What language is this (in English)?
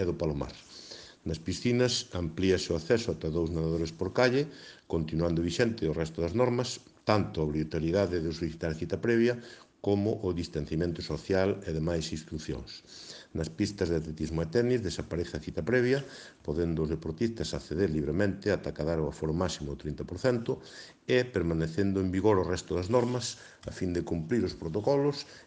Galician